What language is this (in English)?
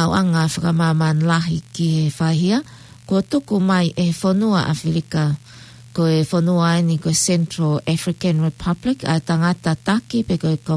Tongan